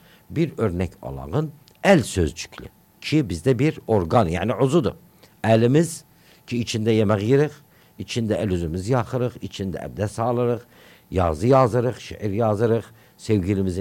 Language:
Turkish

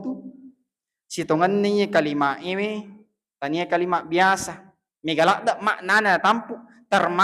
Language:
Buginese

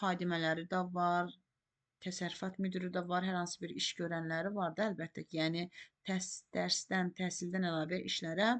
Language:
Azerbaijani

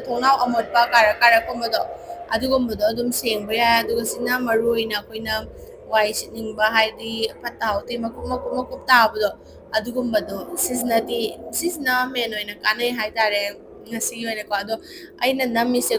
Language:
Manipuri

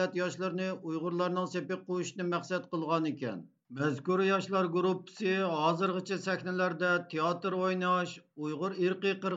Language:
Uyghur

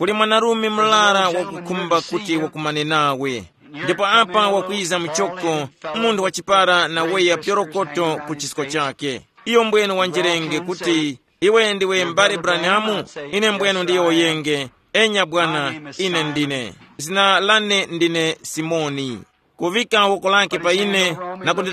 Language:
Tumbuka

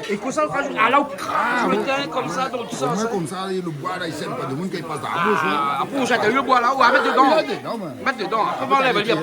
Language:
Réunion Creole French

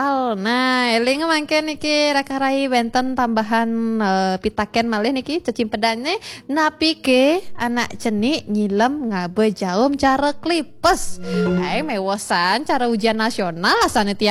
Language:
Balinese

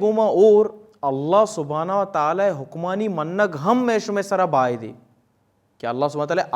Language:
Baluchi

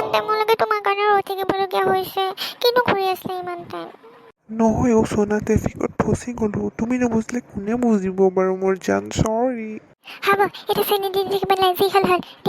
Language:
Assamese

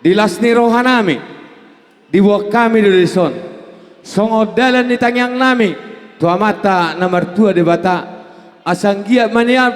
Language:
Batak Toba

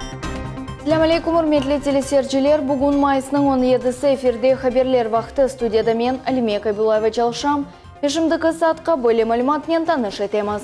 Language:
Crimean Tatar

